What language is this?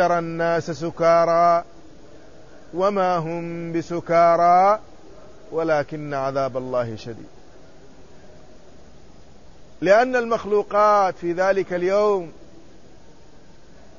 Arabic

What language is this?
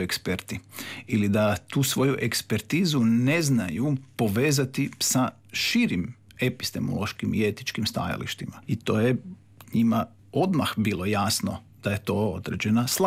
Croatian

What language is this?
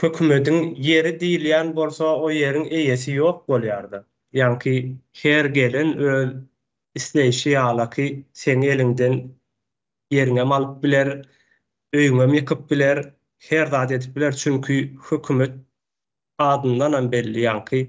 Turkmen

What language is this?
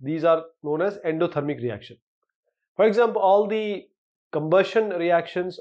English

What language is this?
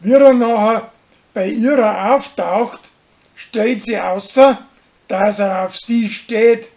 Bavarian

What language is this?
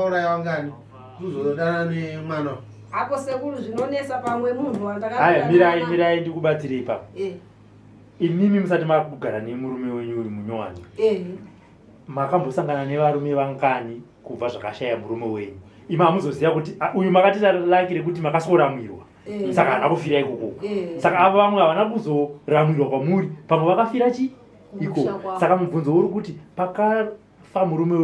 Shona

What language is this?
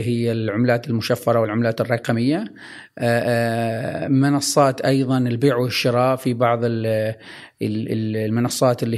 Gulf Arabic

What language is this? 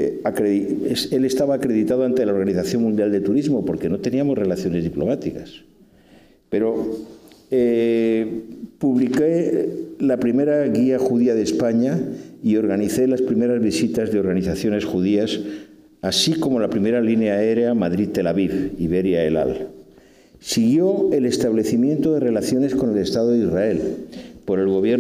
Spanish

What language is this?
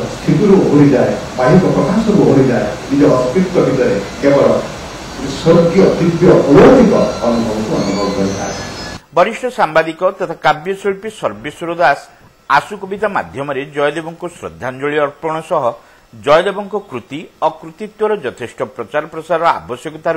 Odia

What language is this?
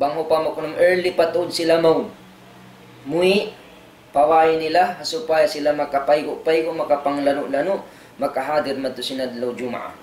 Tausug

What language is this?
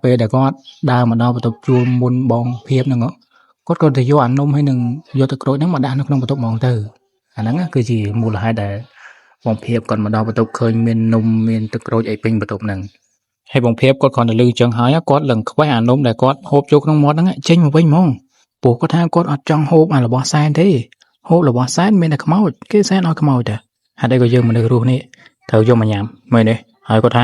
Khmer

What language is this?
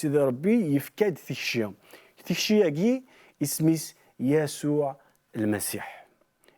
Kabyle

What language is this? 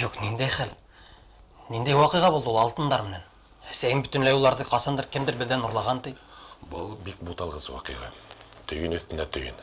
Bashkir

